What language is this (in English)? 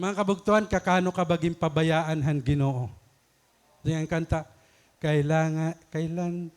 Waray